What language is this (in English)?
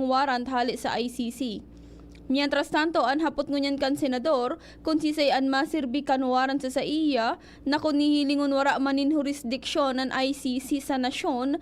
Bikol